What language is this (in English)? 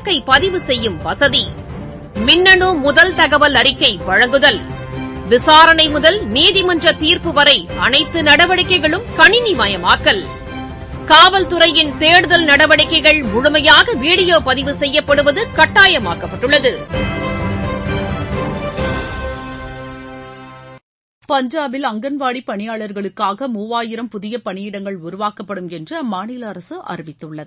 Tamil